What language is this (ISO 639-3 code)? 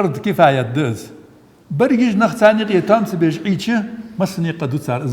inh